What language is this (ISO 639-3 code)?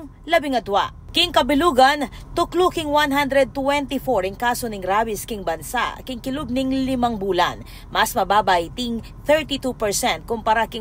pam